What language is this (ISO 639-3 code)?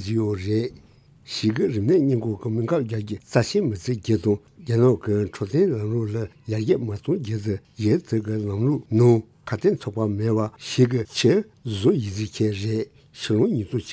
bod